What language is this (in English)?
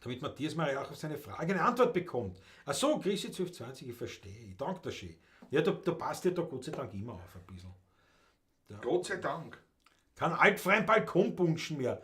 Bavarian